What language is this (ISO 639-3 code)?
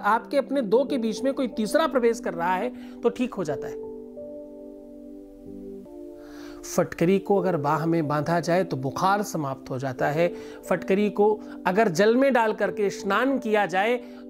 hin